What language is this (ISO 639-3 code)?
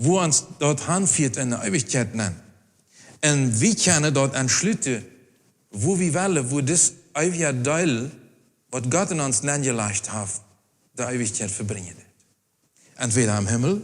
pdt